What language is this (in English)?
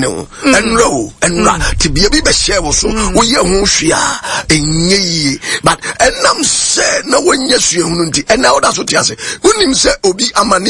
Akan